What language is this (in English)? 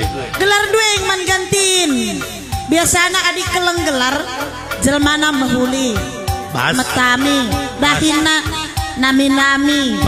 Batak Karo